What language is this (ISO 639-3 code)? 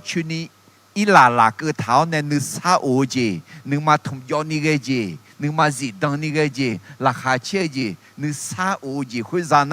ahk